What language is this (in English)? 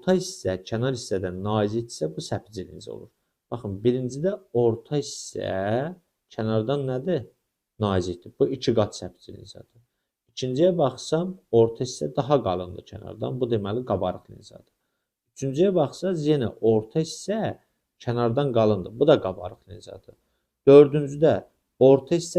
Azerbaijani